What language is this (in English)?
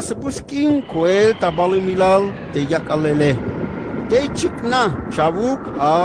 Tzeltal